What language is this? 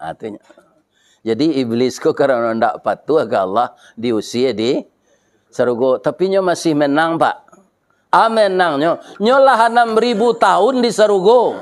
Minangkabau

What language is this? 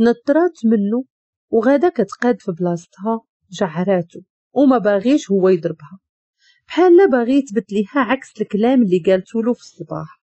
Moroccan Arabic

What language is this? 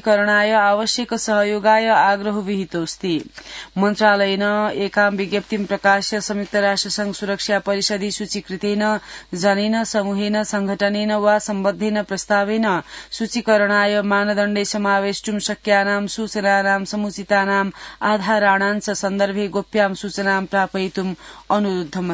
Sanskrit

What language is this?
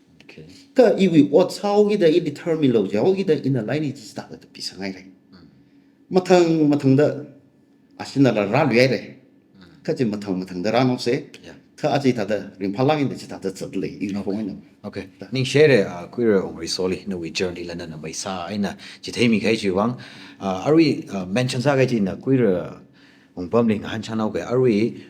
Tangkhul Naga (India)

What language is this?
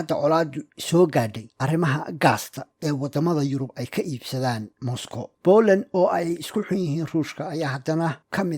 Somali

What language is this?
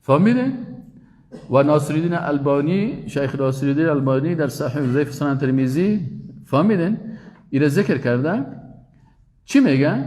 Persian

